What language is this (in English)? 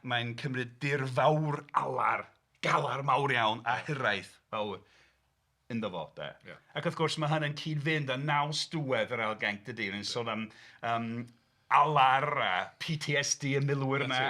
Welsh